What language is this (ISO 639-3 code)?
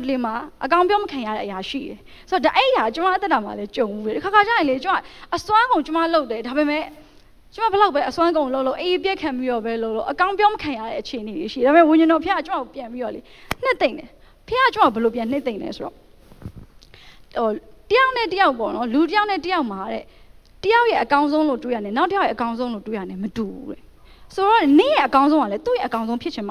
mya